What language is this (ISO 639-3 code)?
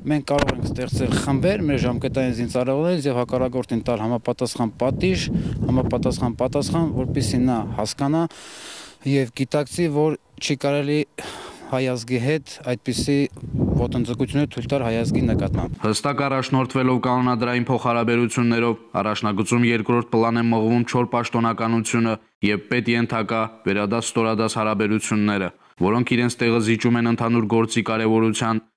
hye